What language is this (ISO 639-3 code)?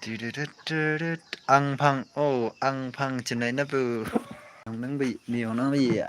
nag